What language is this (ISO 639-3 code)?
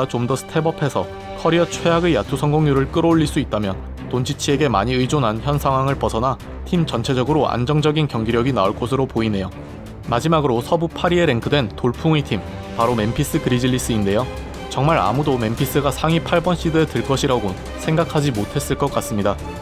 kor